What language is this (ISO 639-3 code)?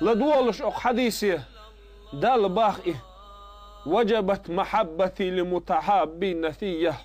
che